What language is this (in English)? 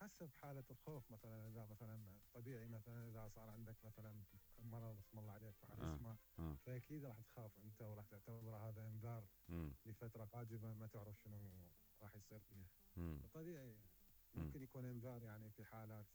Mesopotamian Arabic